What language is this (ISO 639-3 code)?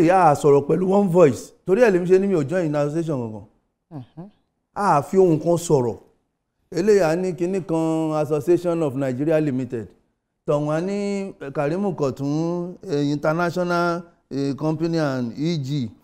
yor